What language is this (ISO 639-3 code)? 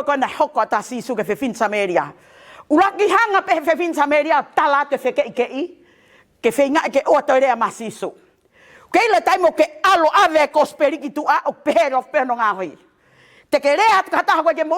ton